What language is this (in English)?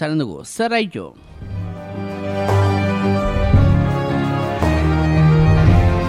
Basque